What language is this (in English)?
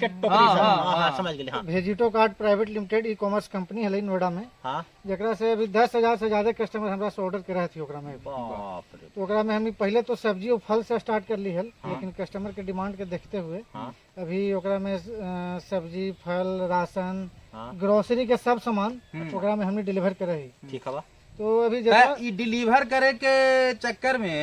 Magahi